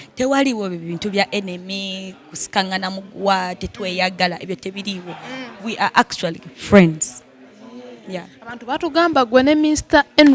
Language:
Ganda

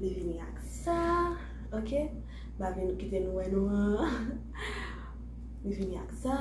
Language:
Haitian Creole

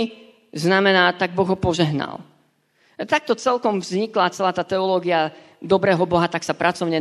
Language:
Slovak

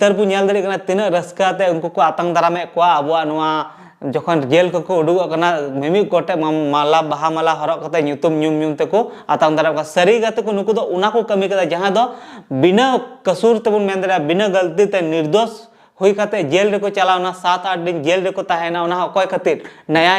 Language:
Santali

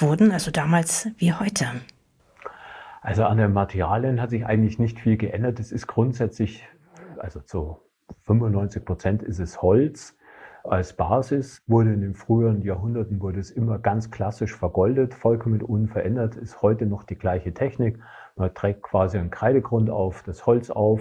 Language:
German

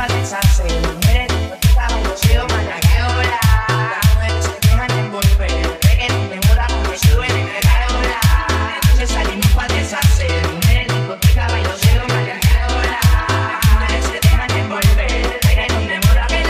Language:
Spanish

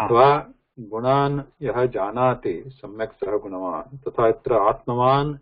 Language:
Sanskrit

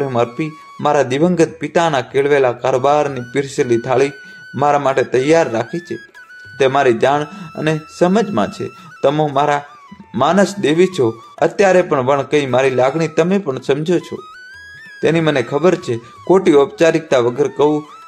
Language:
Gujarati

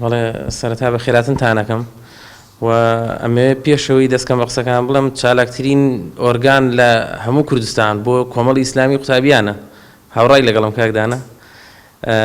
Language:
Central Kurdish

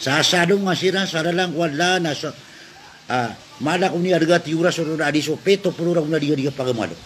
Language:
Maranao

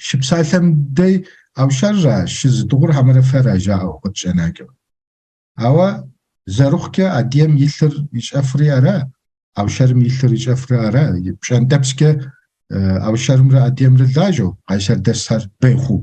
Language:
Kabardian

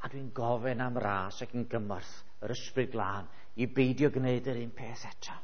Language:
Welsh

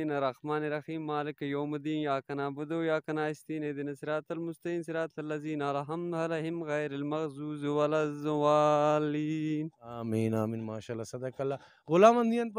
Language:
Brahui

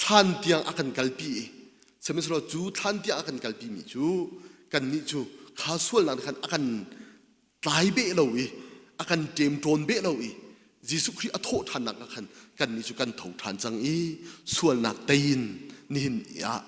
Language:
Hakha Chin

